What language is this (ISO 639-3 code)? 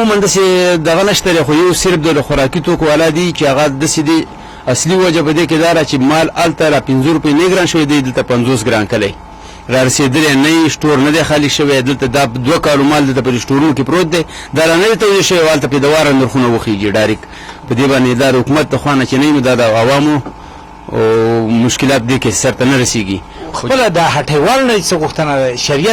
pus